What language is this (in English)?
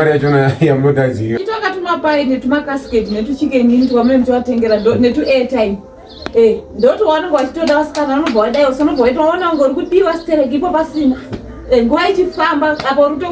Shona